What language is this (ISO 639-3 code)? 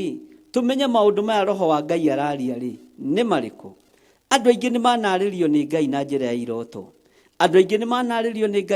kik